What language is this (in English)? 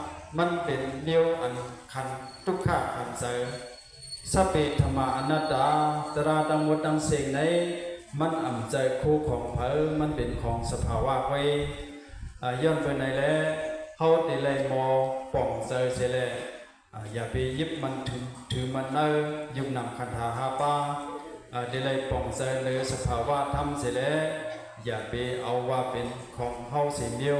Shan